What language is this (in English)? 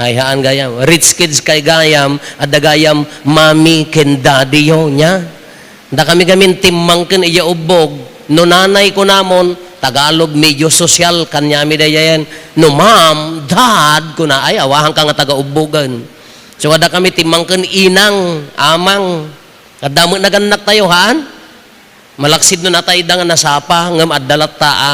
Iloko